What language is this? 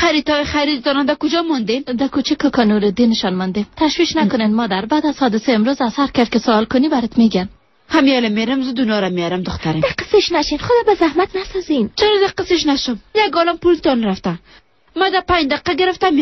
Persian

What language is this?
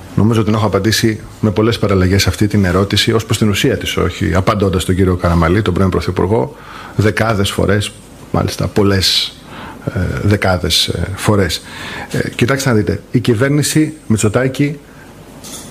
Greek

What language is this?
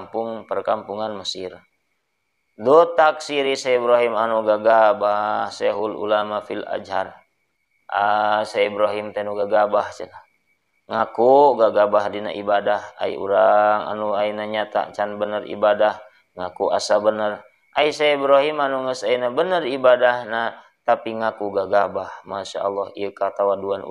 Sundanese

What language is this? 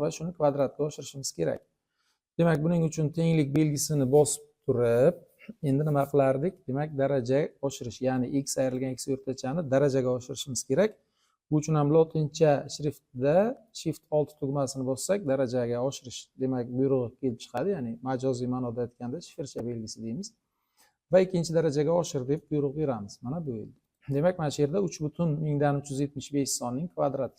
Uzbek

